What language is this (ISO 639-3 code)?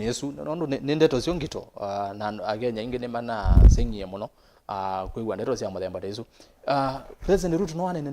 kam